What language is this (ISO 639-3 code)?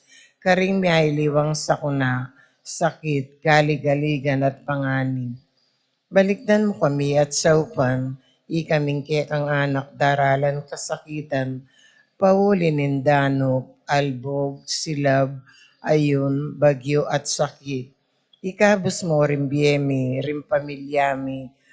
pam